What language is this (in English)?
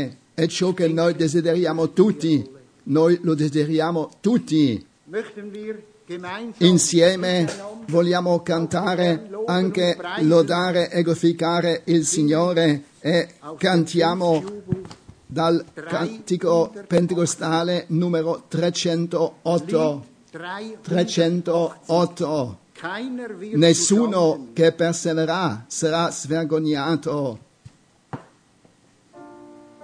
Italian